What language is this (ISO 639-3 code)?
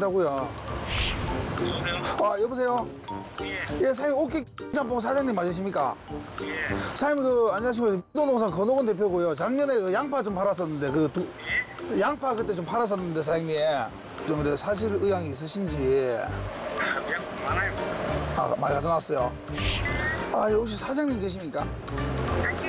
kor